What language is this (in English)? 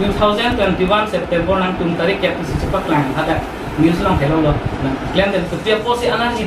Karbi